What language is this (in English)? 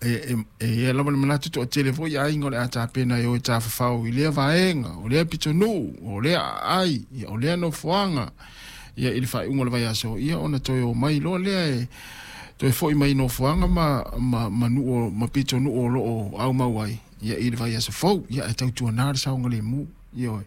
Samoan